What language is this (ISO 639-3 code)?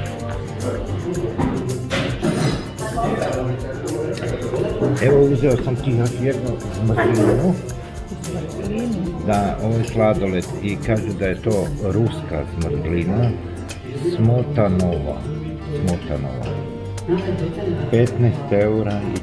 hrv